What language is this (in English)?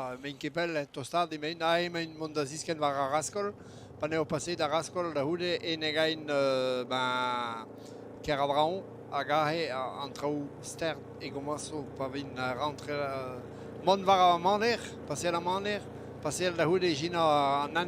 Breton